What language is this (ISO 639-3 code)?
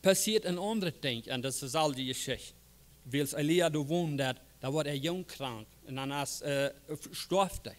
pdt